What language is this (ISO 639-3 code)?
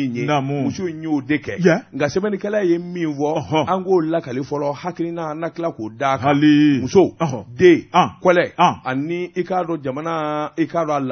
bam